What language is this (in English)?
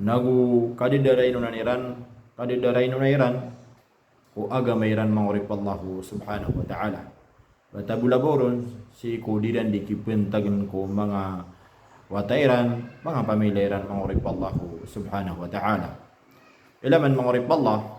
Maranao